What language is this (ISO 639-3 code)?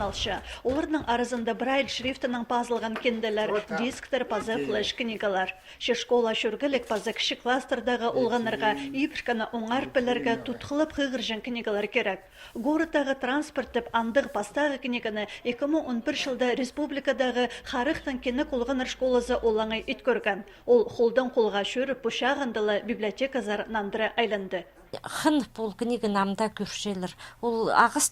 kjh